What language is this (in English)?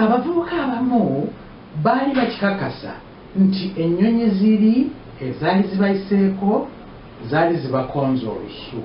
Ganda